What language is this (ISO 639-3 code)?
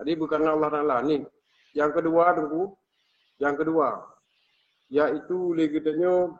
ace